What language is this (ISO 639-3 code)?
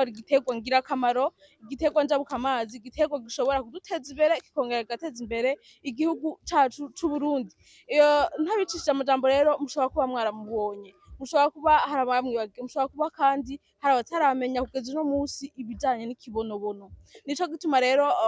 run